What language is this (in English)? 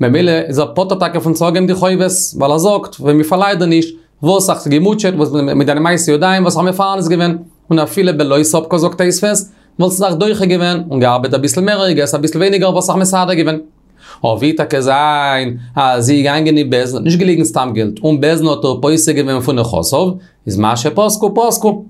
Yiddish